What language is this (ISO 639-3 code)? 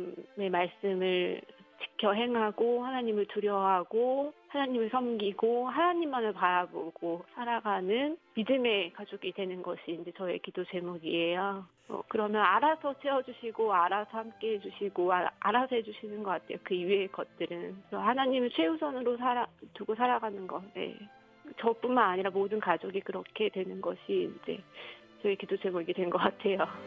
kor